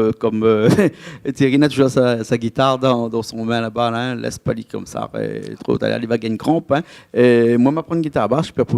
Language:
Réunion Creole French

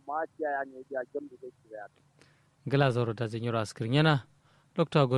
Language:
Kanuri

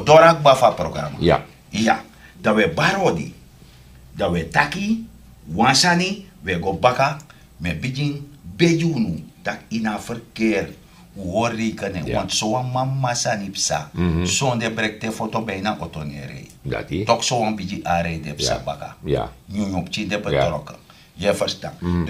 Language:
Sranan Tongo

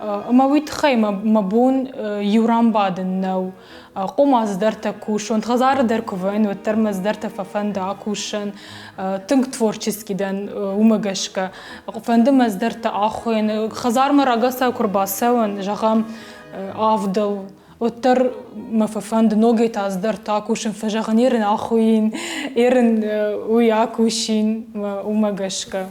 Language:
Ossetic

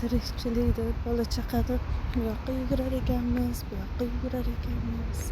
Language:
Uzbek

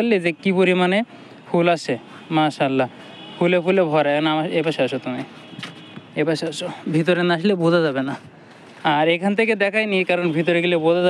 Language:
Bangla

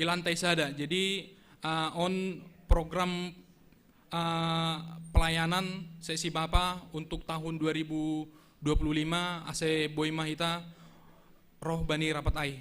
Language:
Batak Simalungun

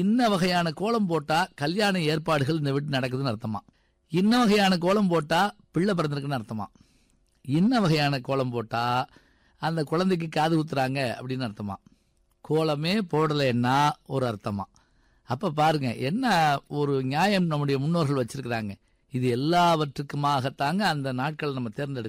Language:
Tamil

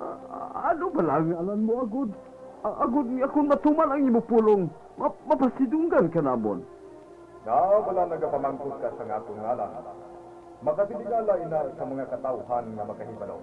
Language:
Hiligaynon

